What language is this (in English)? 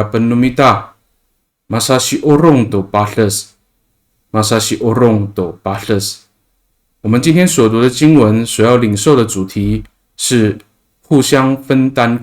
Amis